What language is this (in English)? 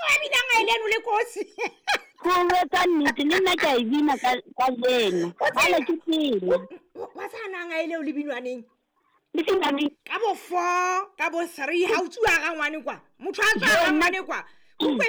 Southern Sotho